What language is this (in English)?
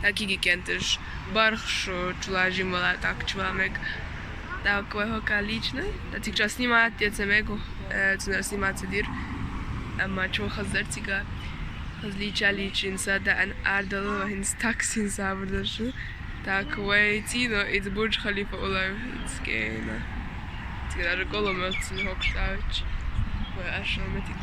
Chechen